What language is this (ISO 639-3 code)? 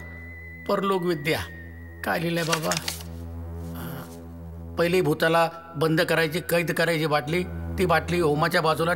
mar